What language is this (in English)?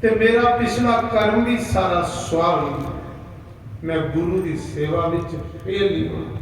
Dogri